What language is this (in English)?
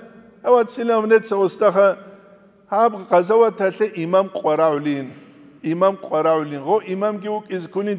Avaric